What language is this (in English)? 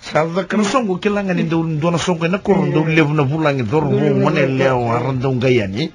Fijian